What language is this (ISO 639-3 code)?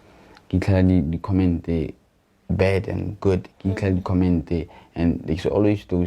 tsn